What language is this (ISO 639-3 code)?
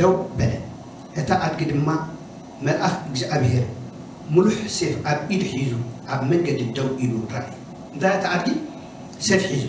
tir